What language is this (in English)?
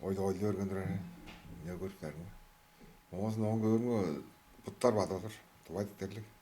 Tuvinian